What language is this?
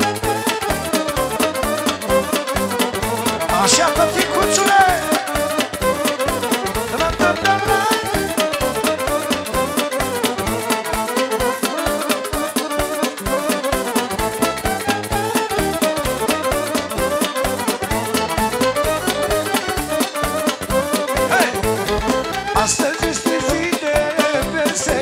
Romanian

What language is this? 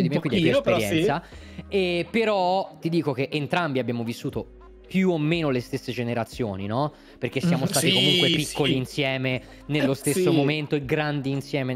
Italian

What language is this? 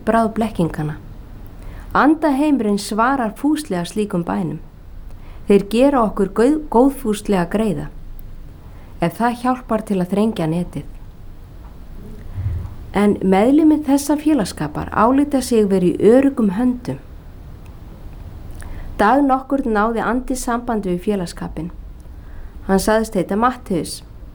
Icelandic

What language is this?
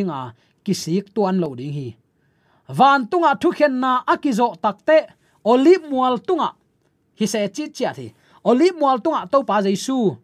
Tedim Chin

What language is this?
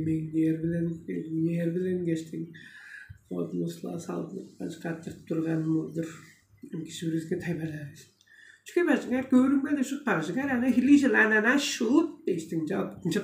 Tuvinian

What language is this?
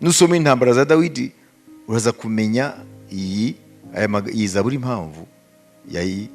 Kinyarwanda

